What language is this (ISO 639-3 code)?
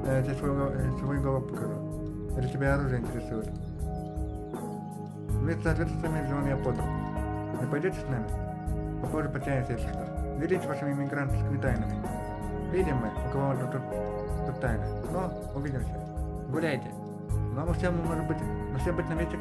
rus